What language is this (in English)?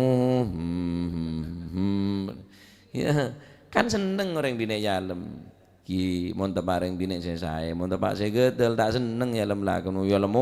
Madurese